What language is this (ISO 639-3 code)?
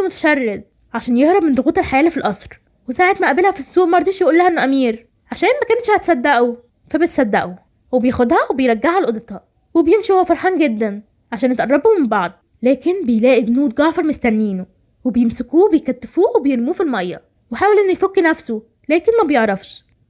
arz